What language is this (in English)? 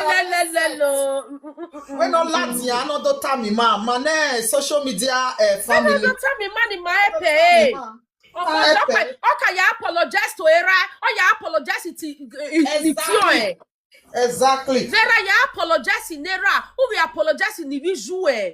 Nigerian Pidgin